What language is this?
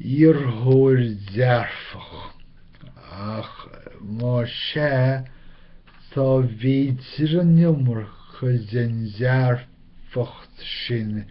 Irish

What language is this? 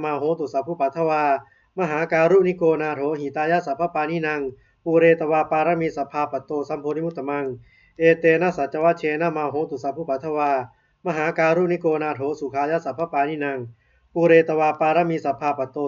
Pali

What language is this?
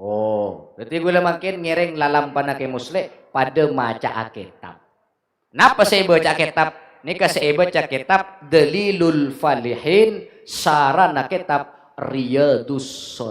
Madurese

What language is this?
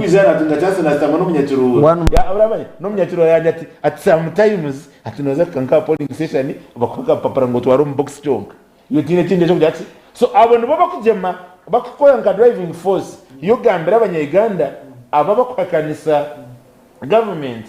Nyankole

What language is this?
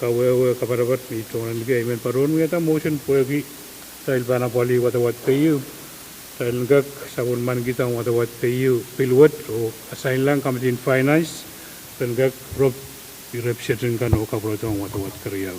Pohnpeian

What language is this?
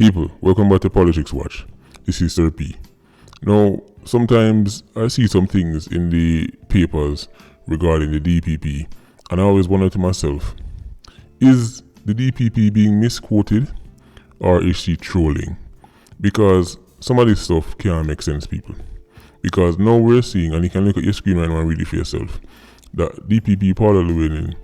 Jamaican Creole English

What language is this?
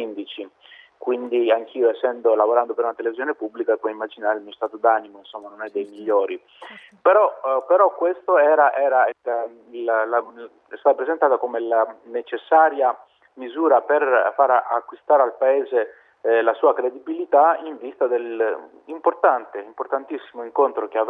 Italian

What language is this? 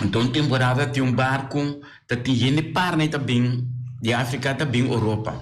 Papiamento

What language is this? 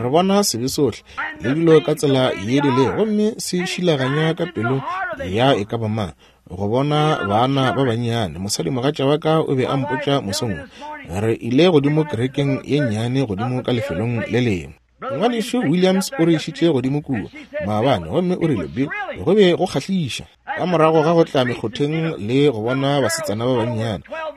Northern Sotho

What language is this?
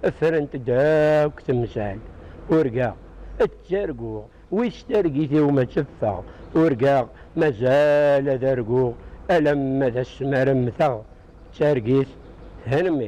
Kabyle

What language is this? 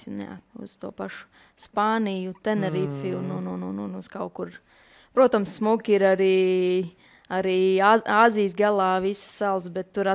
Latvian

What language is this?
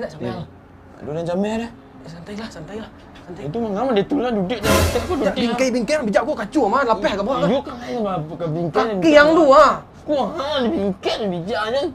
Minangkabau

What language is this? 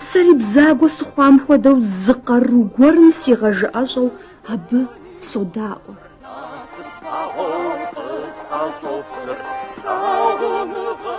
Kabardian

